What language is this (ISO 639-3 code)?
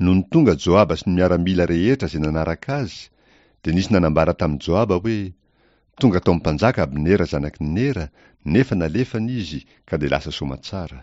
mlg